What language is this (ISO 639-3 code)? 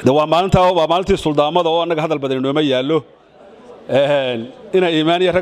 som